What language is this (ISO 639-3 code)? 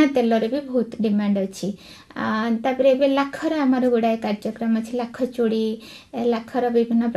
ori